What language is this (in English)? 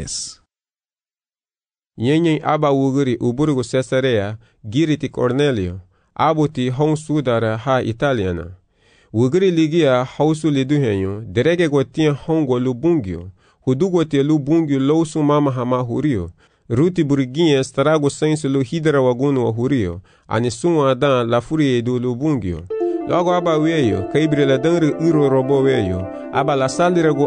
Garifuna